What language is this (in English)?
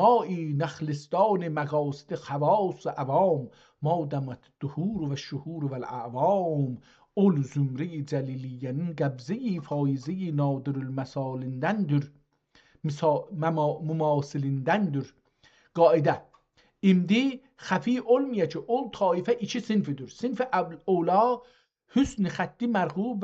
South Azerbaijani